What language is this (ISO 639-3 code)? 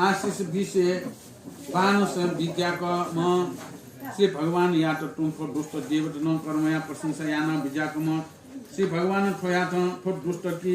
new